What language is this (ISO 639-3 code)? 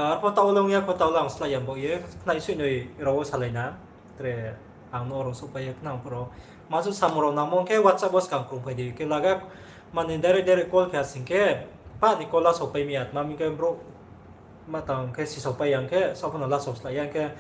ria